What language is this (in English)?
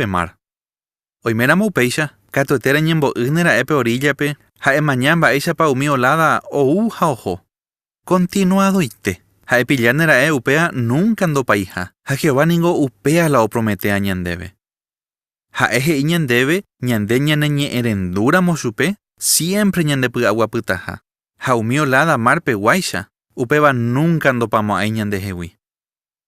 Guarani